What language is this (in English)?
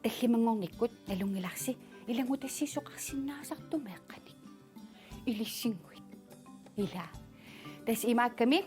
Kalaallisut